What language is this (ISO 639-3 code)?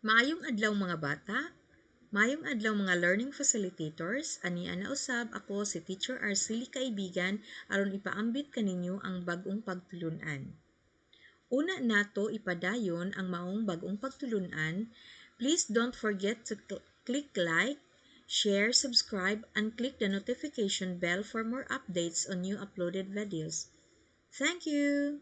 ceb